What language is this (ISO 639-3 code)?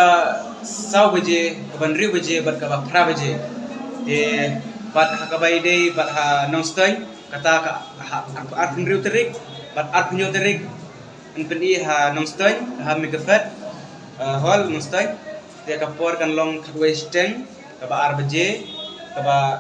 kha